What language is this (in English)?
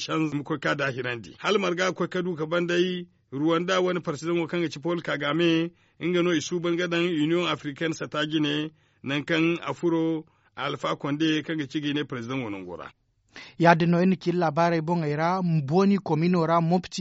Zarma